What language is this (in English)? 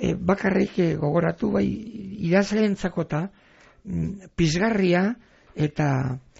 Basque